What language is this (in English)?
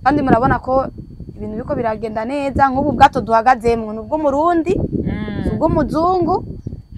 Rundi